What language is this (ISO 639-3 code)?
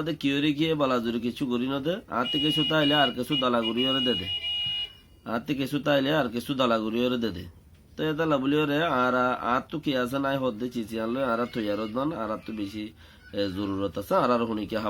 rhg